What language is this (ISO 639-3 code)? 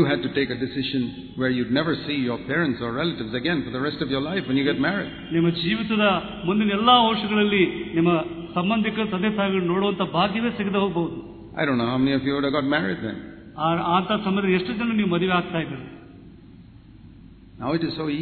kan